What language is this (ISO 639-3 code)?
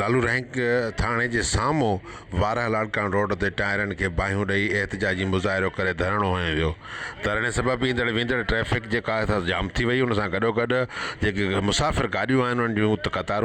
snd